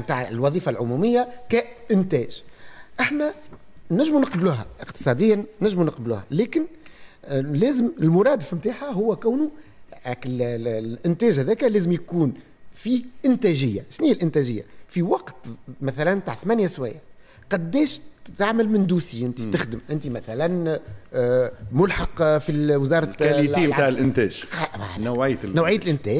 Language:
Tunisian Arabic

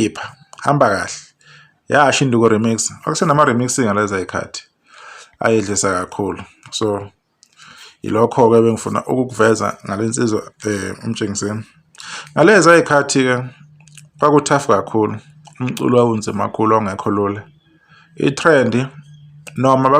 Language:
Zulu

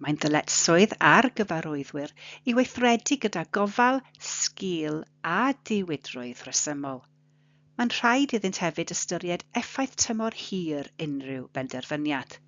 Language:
Welsh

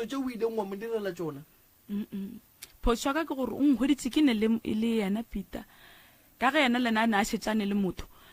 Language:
Northern Sotho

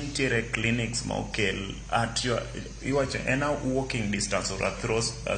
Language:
Luo (Kenya and Tanzania)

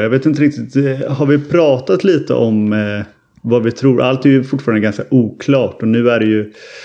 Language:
Swedish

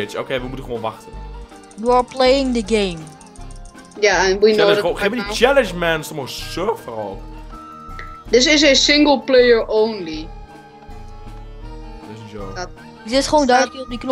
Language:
Dutch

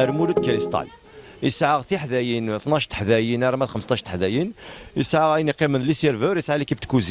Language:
Kabyle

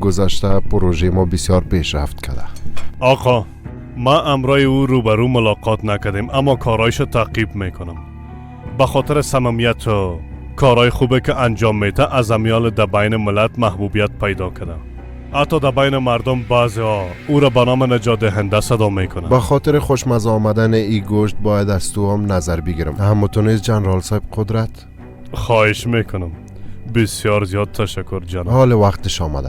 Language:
Persian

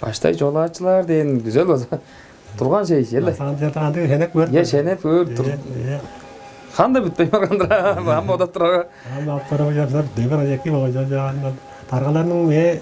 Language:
Tuvinian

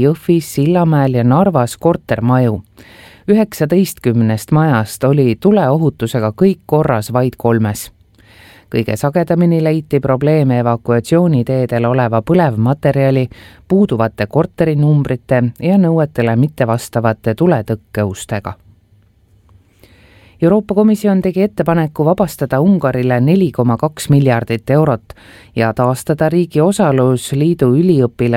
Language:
Estonian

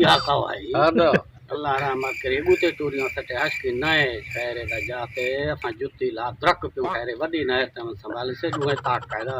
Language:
Saraiki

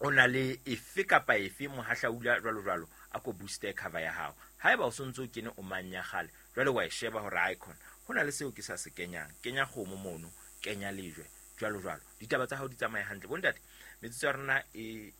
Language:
Southern Sotho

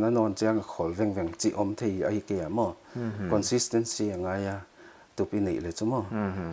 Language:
Paite Chin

